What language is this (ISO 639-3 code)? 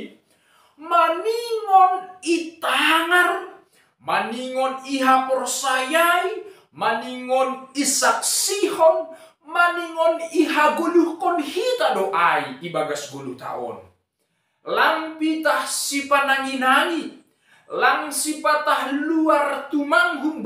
bts